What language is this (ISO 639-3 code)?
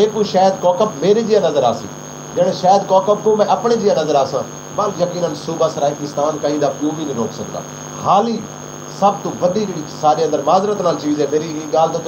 skr